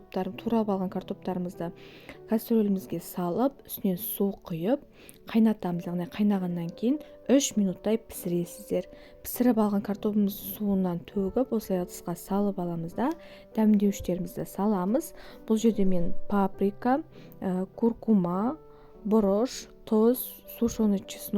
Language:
Kazakh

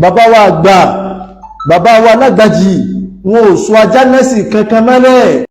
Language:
Yoruba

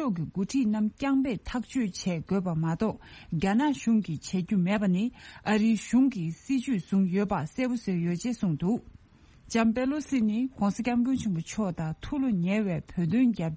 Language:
Tibetan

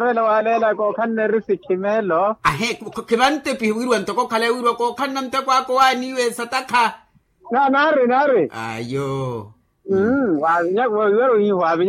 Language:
Makhuwa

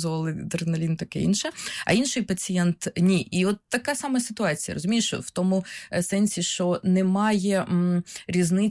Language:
Ukrainian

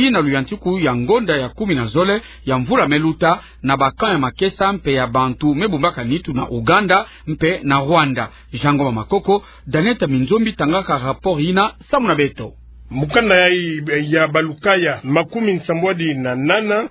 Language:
Kituba (Democratic Republic of Congo)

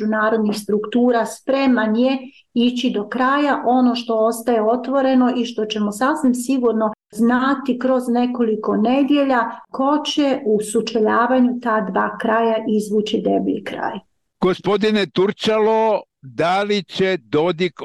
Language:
Bosnian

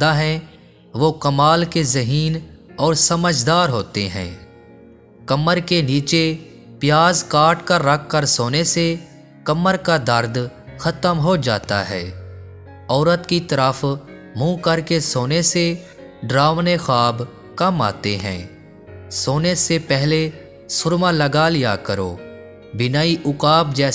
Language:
Urdu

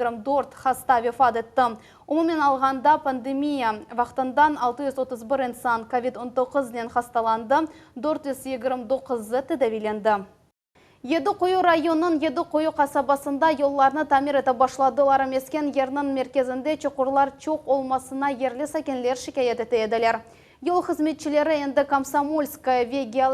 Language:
Crimean Tatar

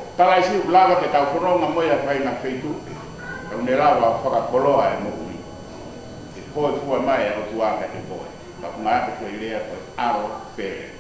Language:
Tongan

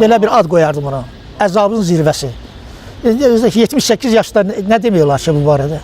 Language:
Azerbaijani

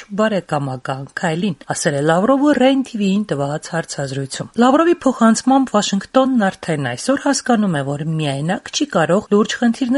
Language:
Armenian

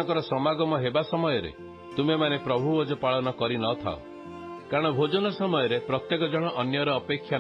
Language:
Odia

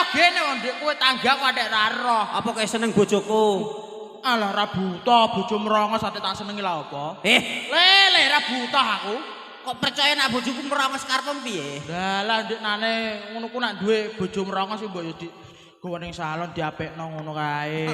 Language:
Javanese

